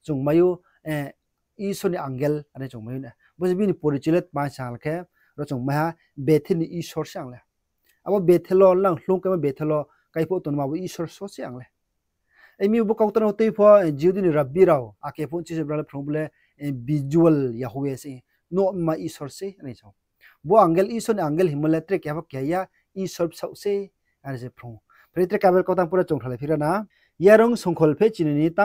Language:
Riang (India)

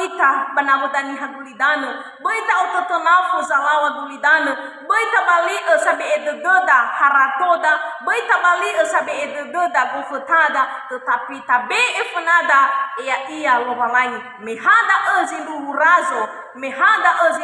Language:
Nias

